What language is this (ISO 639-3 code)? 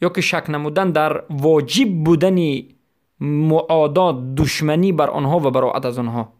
fas